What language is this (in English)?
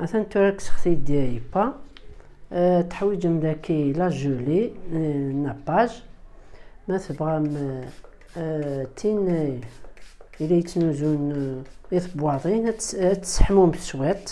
Kabyle